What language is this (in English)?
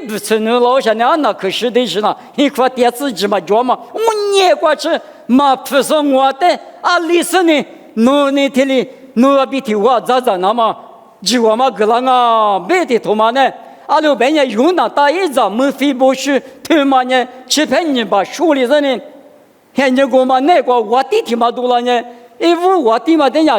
Lisu